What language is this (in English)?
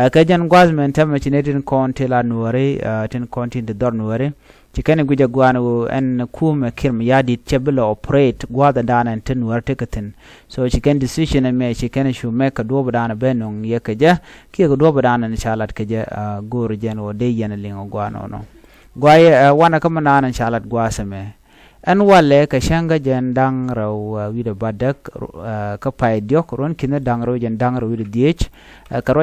Nuer